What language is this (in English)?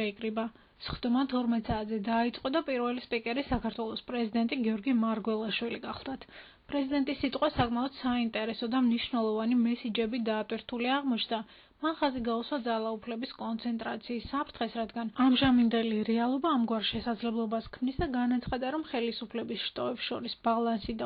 Georgian